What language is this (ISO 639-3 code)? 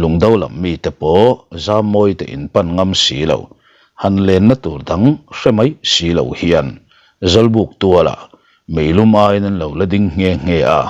lus